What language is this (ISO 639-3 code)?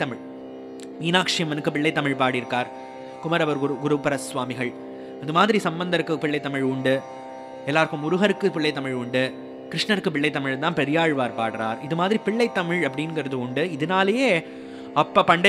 tam